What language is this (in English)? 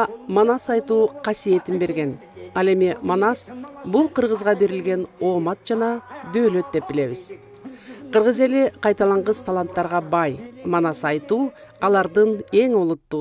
Kyrgyz